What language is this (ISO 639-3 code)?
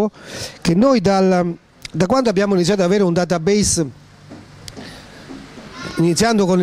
ita